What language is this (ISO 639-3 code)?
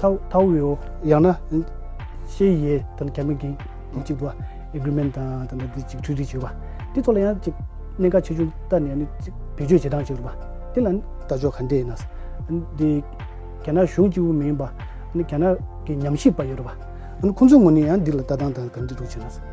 bod